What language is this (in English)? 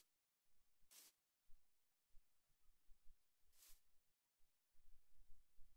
Czech